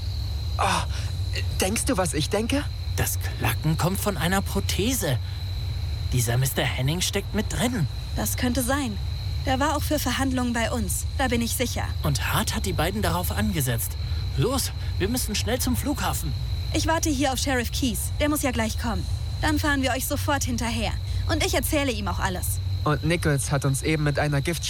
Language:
German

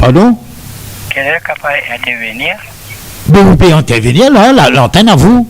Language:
Morisyen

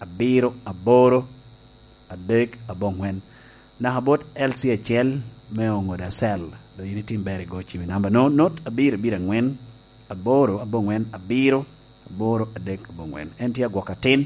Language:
Lango (Uganda)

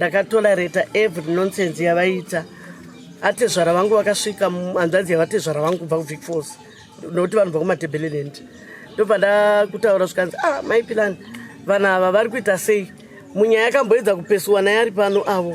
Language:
Shona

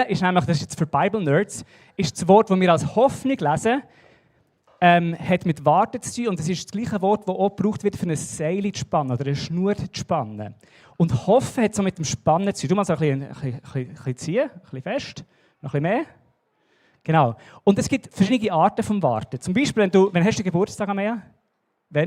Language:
Swiss German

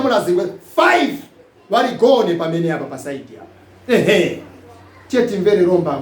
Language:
Nyanja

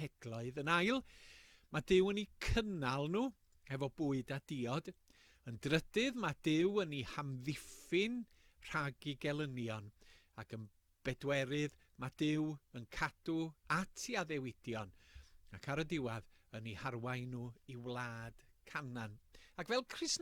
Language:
Welsh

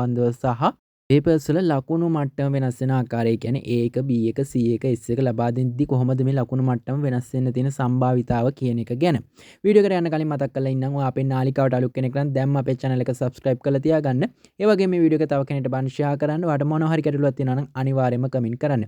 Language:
Sinhala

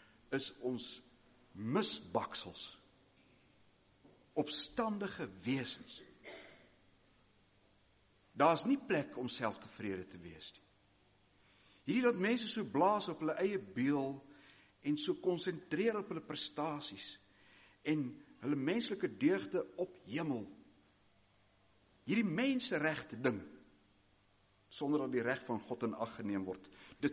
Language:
Afrikaans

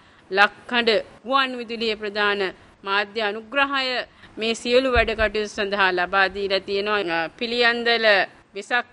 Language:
Sinhala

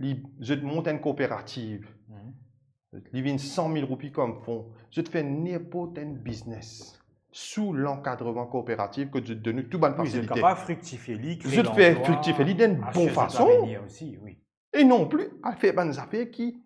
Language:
Morisyen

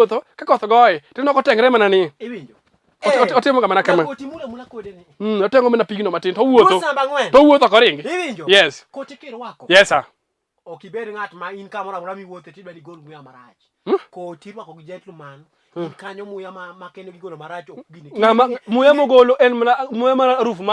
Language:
Luo (Kenya and Tanzania)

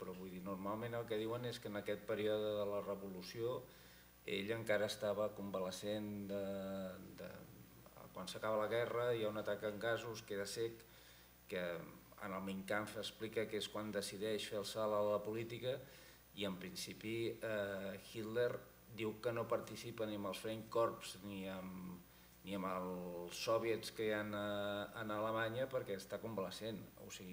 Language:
Catalan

